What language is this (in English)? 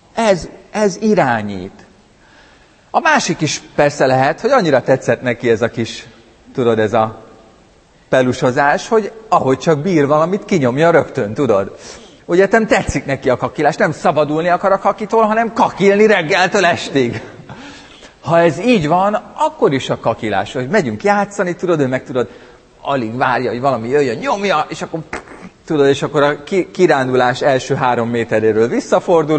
Hungarian